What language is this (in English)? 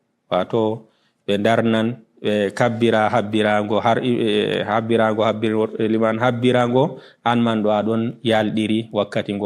Fula